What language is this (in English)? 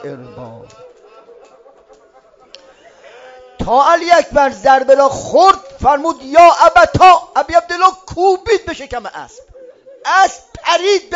Persian